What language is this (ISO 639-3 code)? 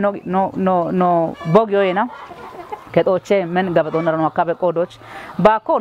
kbr